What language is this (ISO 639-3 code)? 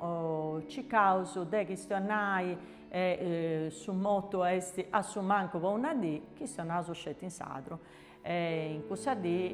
srd